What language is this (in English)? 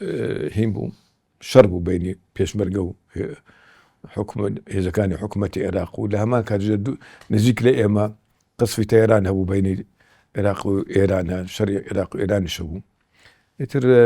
Central Kurdish